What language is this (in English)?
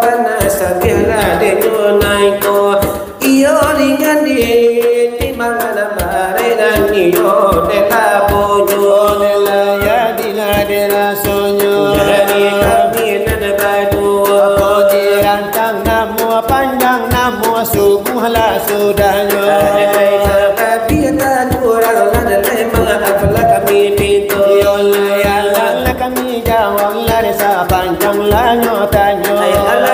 Minangkabau